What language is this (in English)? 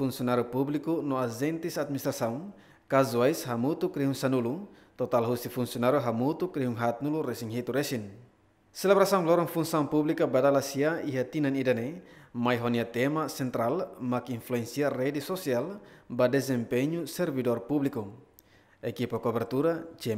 Tetum